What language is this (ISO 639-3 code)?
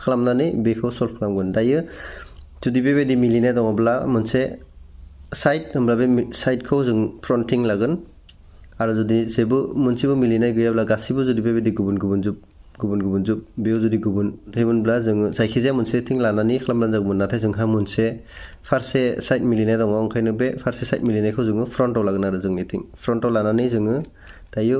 brx